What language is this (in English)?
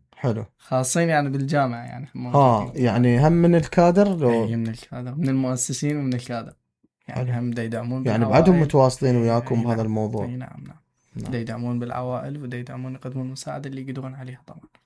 Mesopotamian Arabic